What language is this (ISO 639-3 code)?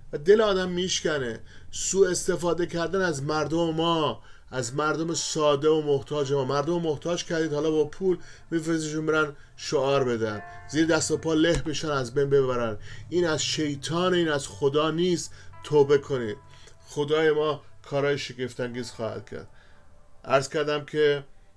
fas